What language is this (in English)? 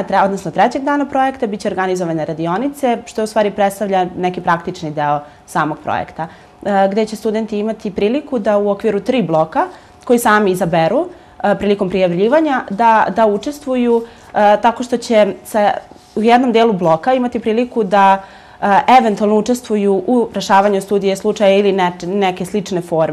Serbian